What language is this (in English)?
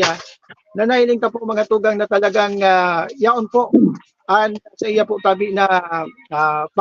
Bikol